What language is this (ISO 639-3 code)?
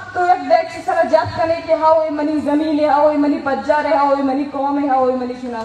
bal